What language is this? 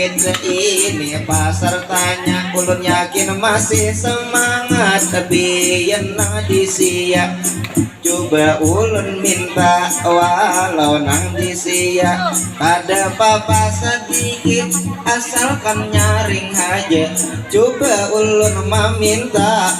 Banjar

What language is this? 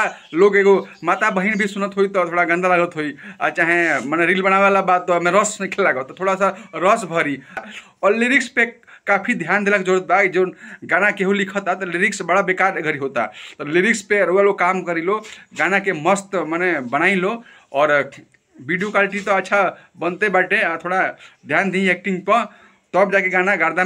Bhojpuri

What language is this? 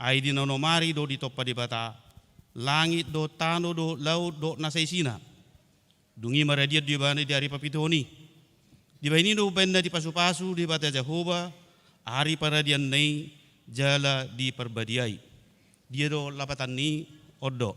Batak Toba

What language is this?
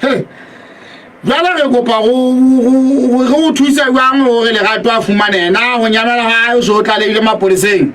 Southern Sotho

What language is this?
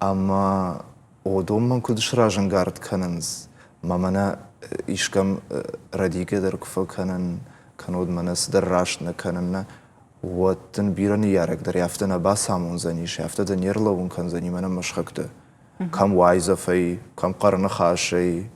Ossetic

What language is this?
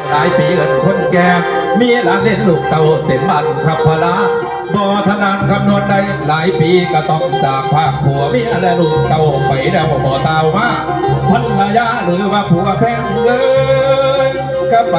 Northeastern Thai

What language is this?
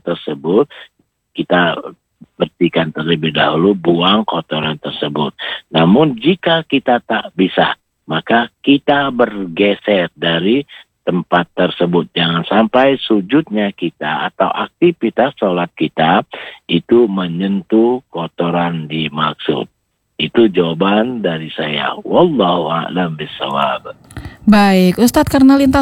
Indonesian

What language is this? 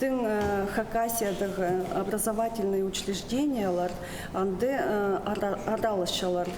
Khakas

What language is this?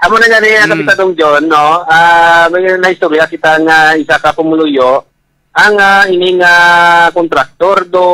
Hiligaynon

